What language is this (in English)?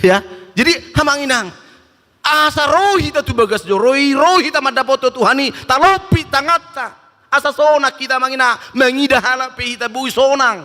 Batak Toba